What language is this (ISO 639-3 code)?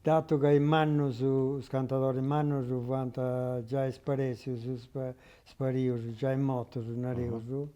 srd